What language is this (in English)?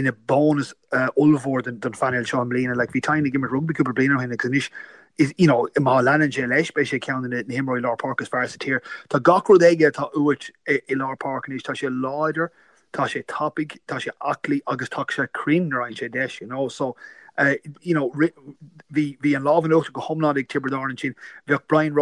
Irish